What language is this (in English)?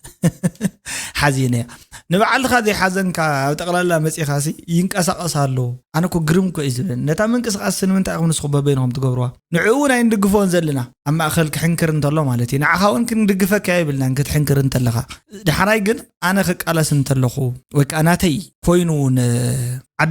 Tigrinya